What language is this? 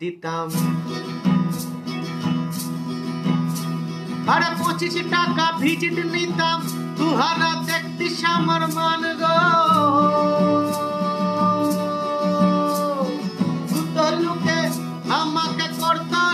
Bangla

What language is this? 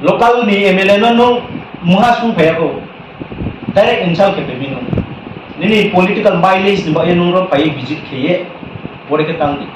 Riang (India)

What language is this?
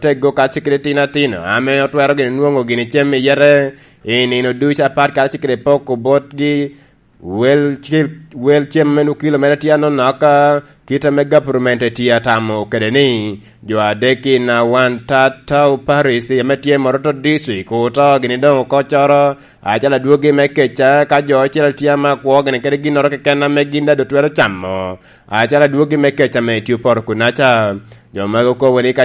Lango (Uganda)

